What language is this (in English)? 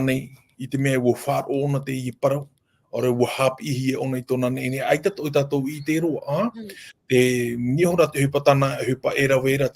Tahitian